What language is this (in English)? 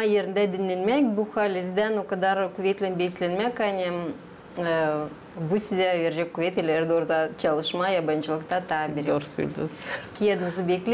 Gagauz